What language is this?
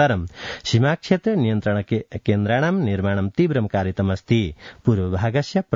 Sanskrit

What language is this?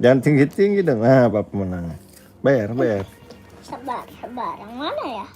Betawi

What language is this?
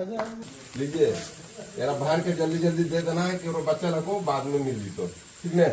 Magahi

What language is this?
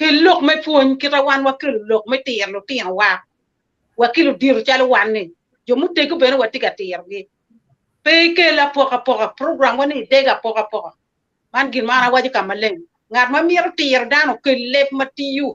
Acoli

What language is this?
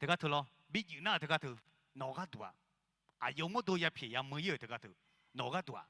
Akha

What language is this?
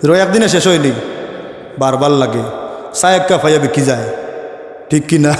Sylheti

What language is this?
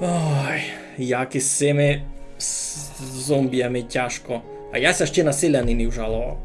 Rusyn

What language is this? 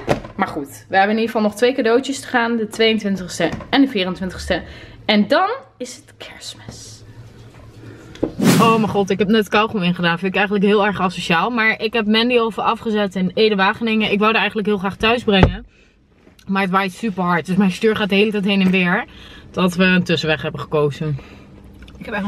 Dutch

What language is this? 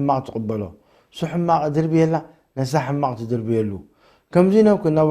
Tigrinya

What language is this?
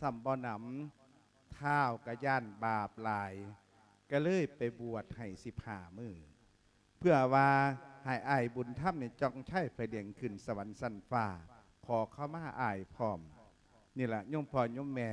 Lao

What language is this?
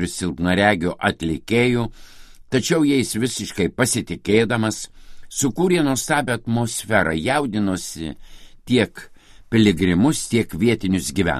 Lithuanian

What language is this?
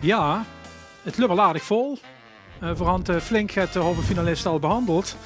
Limburgish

